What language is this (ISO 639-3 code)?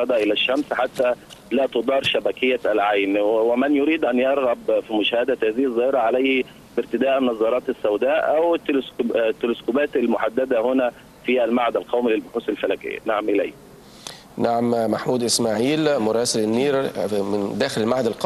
ara